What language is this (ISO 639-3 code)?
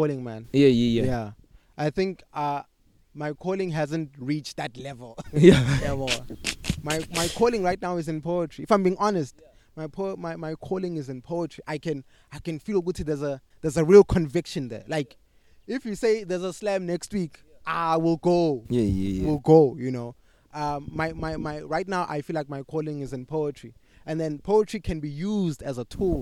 eng